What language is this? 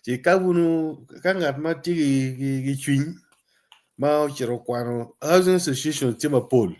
Acoli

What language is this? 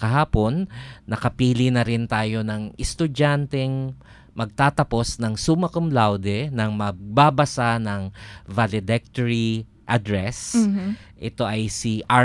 Filipino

